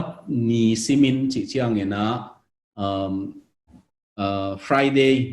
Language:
Tedim Chin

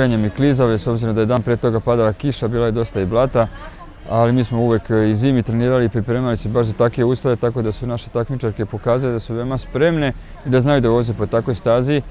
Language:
Serbian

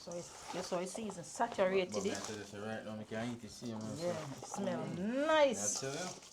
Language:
Jamaican Creole English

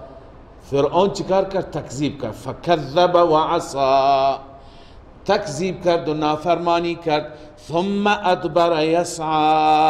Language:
Persian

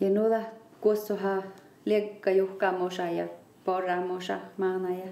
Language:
Northern Sami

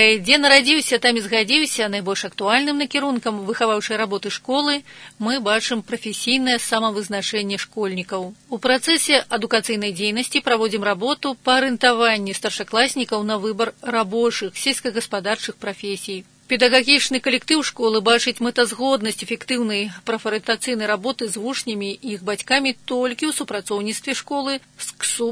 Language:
Belarusian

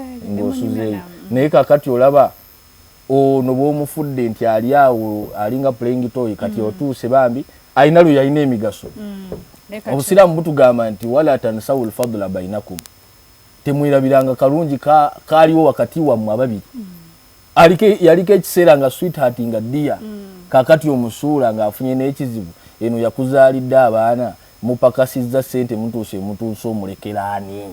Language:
Ganda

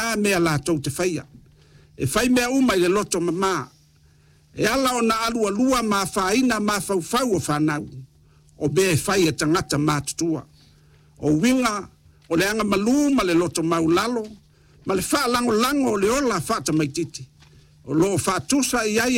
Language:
Samoan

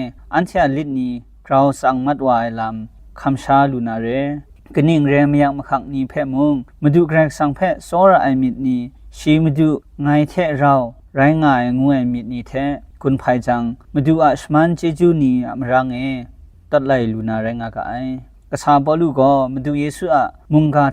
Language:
Kachin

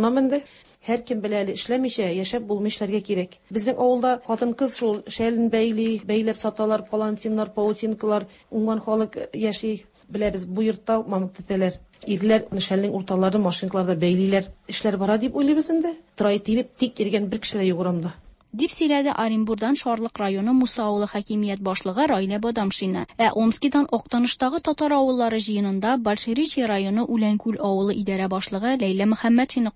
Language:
Tatar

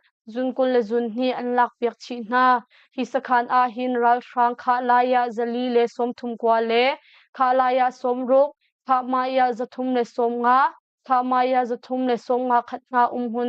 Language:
Hakha Chin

